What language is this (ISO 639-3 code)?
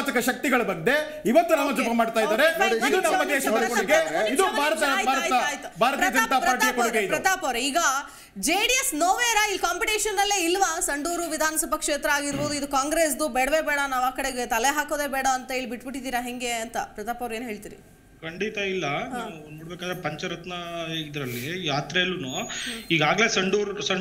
kan